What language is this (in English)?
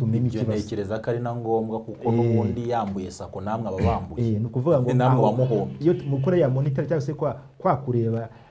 Kinyarwanda